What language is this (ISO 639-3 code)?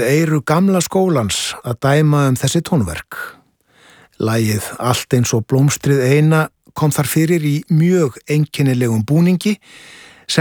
isl